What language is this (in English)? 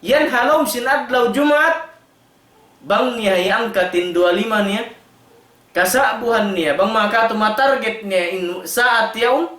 Tausug